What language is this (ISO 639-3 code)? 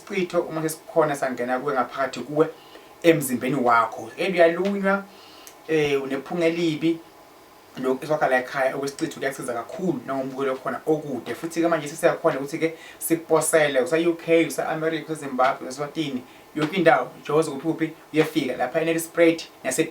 zul